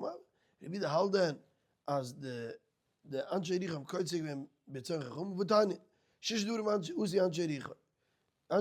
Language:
Yiddish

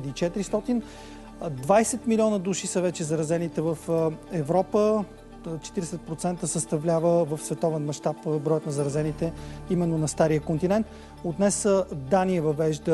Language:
Bulgarian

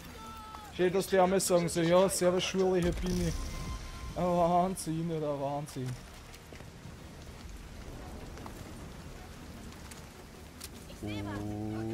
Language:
German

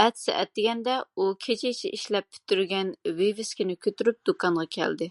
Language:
Uyghur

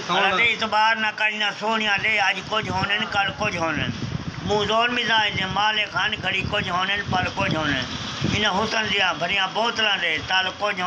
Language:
Saraiki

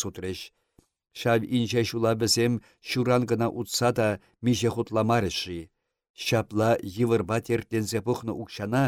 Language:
Chuvash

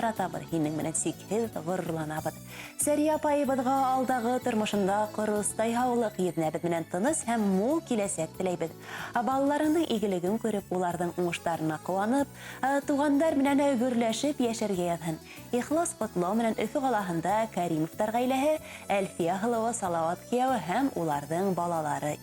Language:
Bashkir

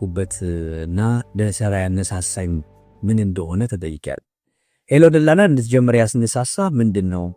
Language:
Amharic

